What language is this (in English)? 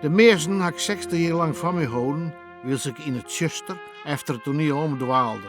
Western Frisian